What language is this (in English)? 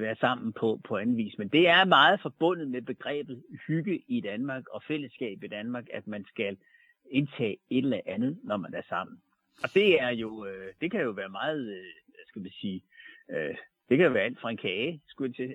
Danish